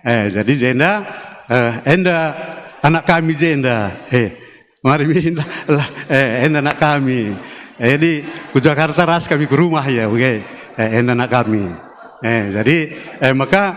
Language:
Batak Karo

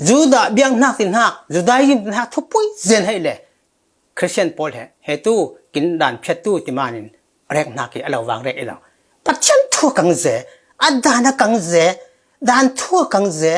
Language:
Falam Chin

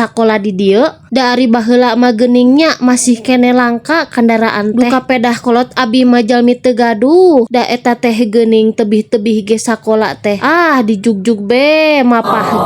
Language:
Sundanese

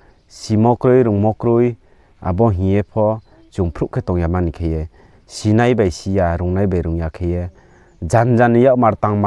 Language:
Riang (India)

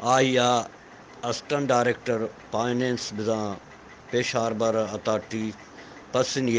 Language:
Eastern Balochi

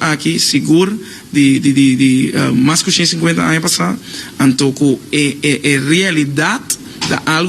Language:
Papiamento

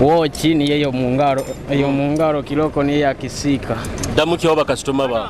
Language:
Nyoro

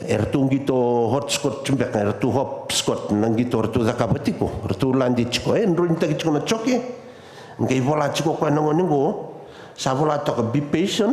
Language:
Fijian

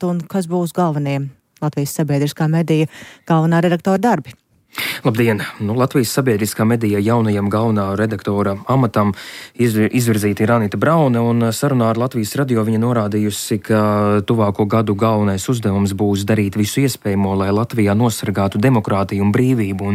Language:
Latvian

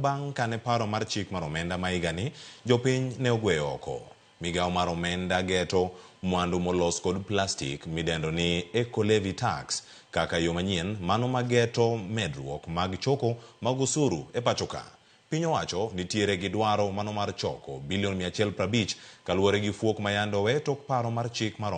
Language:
Luo (Kenya and Tanzania)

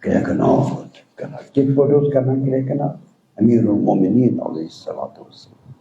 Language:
Kashmiri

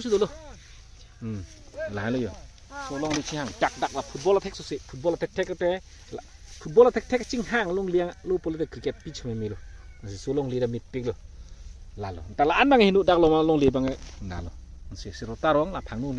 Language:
Karbi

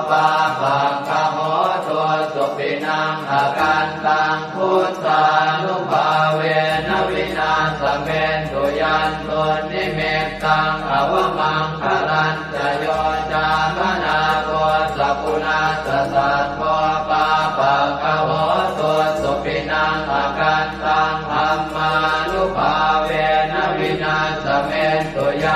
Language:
Pali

